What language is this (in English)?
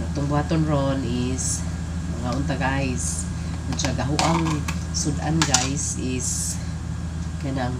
Cebuano